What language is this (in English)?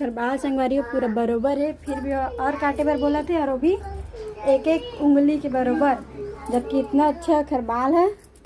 Chhattisgarhi